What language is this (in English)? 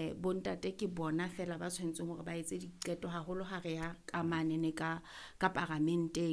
Southern Sotho